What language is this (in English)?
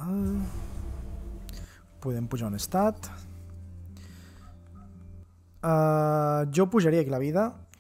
Catalan